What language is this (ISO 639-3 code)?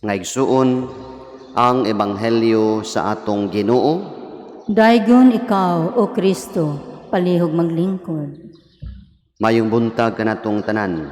ceb